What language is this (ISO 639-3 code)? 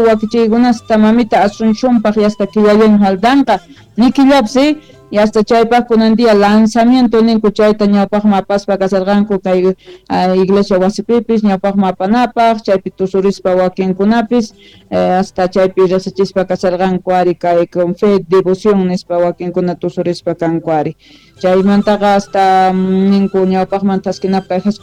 quh